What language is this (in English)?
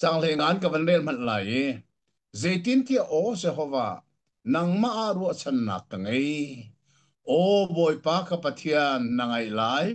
Hakha Chin